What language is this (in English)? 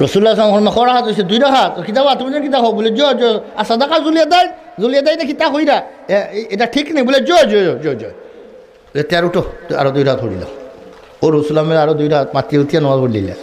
Sylheti